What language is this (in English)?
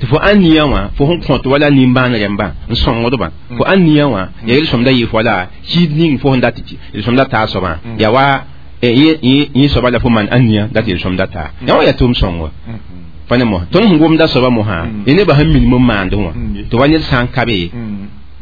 Mossi